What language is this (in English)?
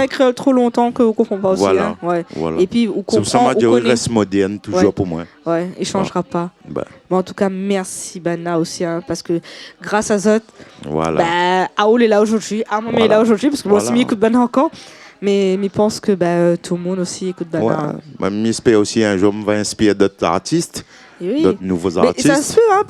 Réunion Creole French